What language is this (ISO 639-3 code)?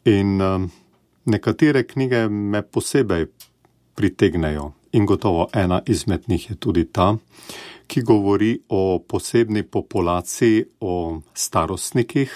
slv